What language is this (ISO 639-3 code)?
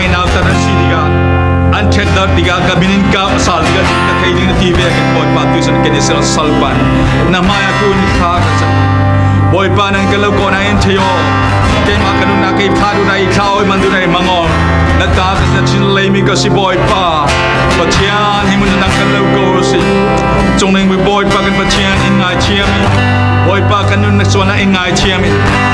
cfm